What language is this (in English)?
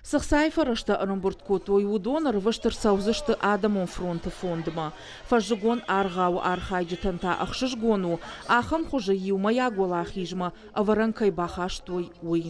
Ossetic